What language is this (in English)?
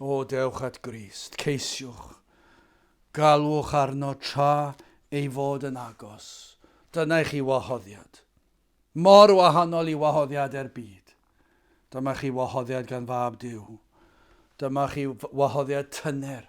Welsh